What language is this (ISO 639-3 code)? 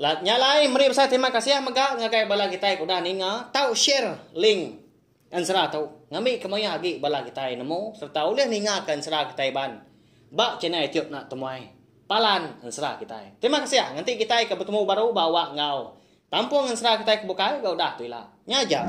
iba